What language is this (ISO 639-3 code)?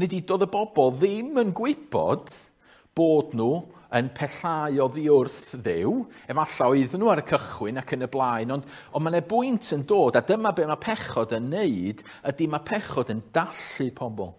cym